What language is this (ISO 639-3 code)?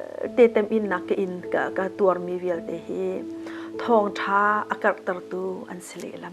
cnh